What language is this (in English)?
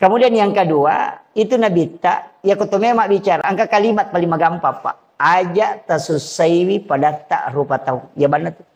Buginese